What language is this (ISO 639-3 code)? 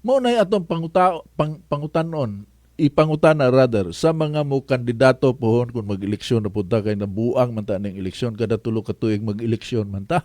ceb